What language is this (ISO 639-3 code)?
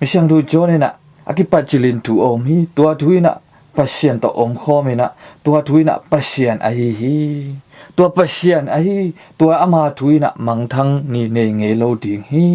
ctd